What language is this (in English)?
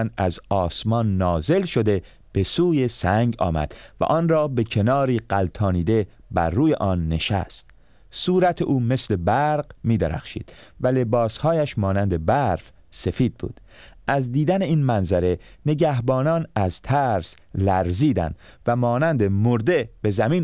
Persian